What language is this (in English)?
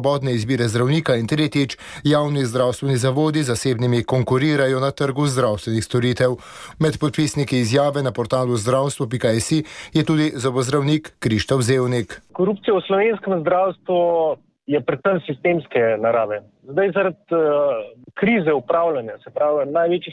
Slovenian